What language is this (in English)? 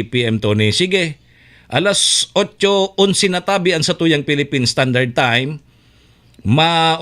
Bikol